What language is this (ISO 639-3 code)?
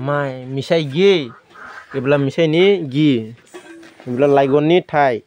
dis